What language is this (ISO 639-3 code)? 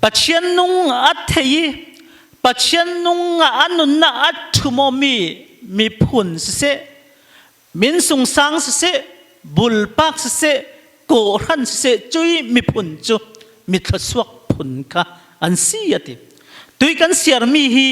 cfm